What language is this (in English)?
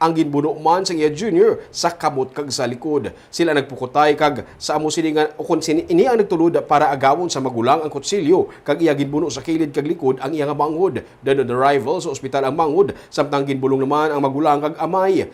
Hiligaynon